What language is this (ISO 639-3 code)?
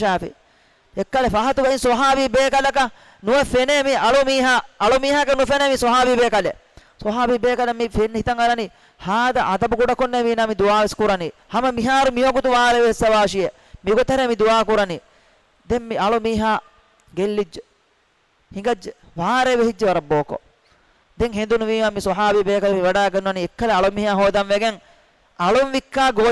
div